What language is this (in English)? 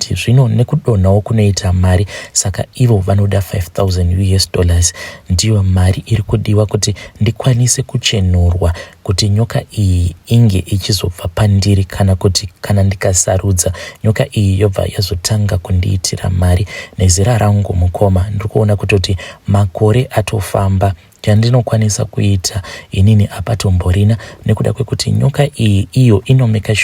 Shona